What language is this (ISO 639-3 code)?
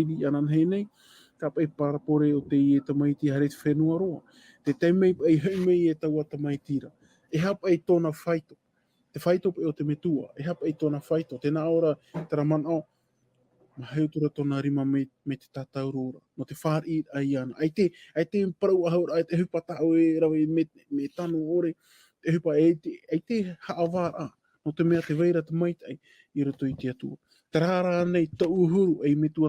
tah